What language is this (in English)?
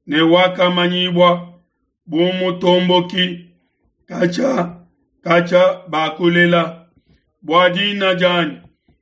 Luba-Lulua